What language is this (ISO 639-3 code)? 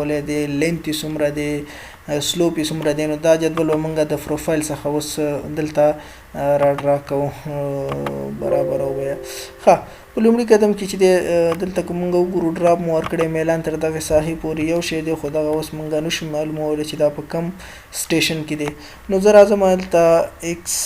pus